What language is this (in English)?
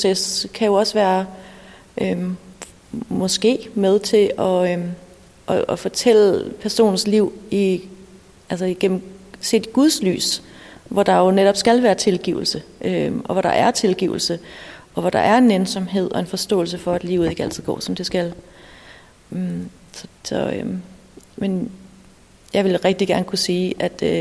Danish